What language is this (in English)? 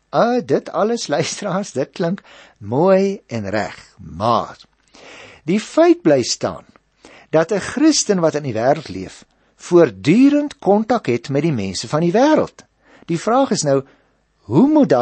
Afrikaans